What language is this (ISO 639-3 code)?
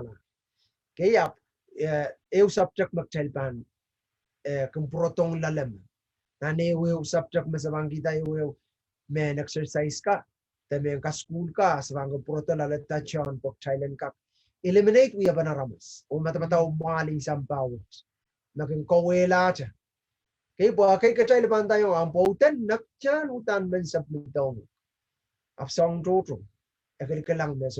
pon